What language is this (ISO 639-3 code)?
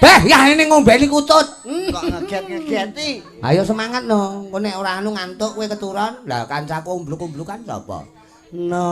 jav